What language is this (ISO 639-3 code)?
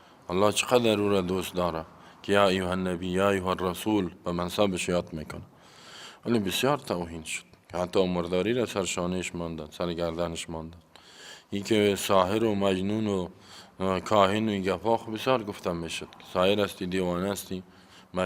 fas